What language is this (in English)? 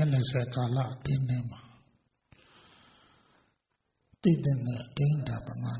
Burmese